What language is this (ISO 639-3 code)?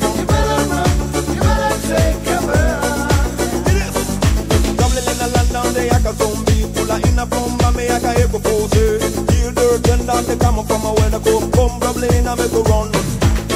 eng